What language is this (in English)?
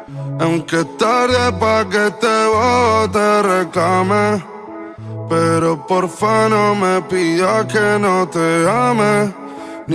Spanish